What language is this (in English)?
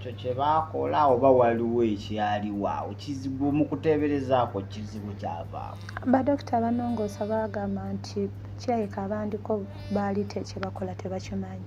Ganda